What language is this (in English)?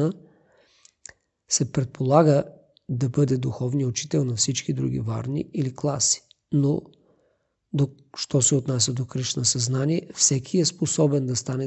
Bulgarian